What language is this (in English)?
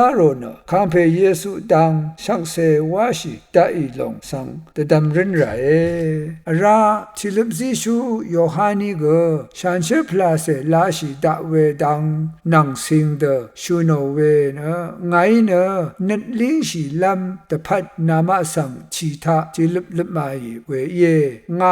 Rawang